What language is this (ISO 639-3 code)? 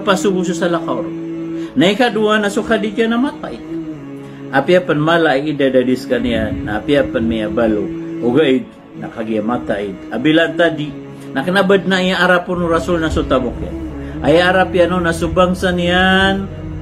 mrw